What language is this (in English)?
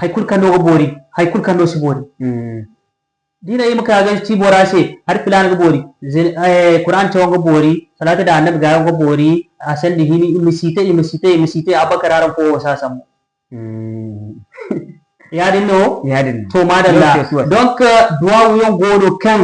Zarma